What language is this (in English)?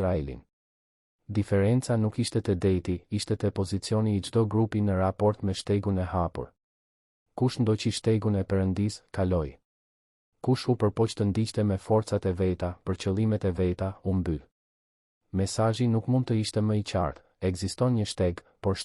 Albanian